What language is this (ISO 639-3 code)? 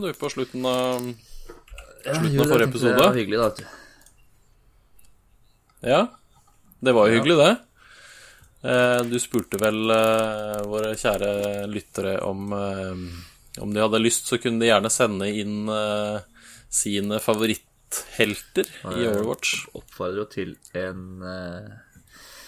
nor